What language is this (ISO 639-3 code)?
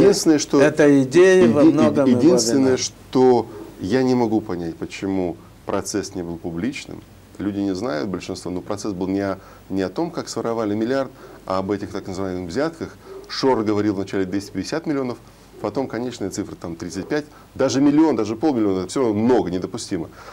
rus